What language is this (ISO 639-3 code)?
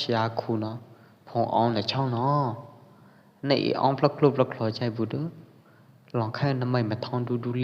kjp